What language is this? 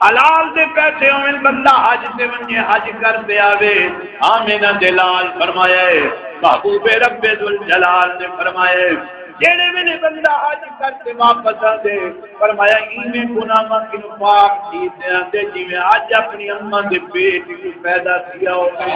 Saraiki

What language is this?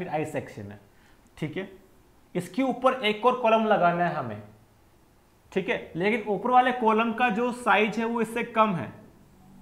Hindi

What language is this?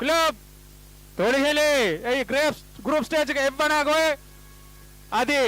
Divehi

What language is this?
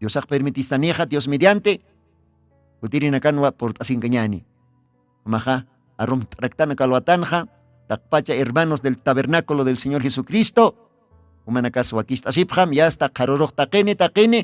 Aymara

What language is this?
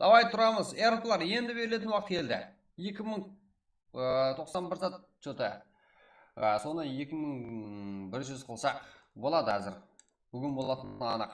Kara-Kalpak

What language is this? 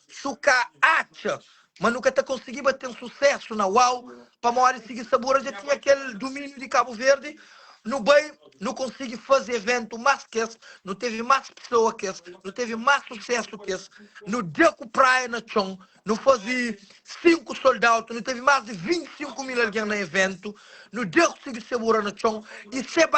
Kabuverdianu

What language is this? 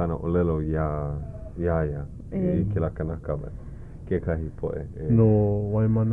Hawaiian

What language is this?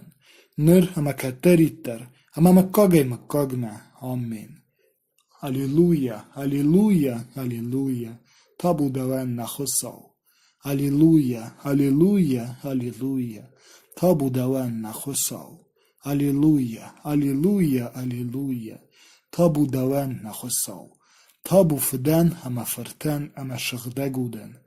Ossetic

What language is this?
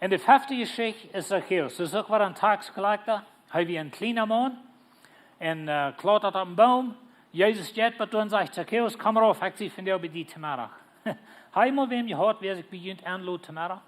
Plautdietsch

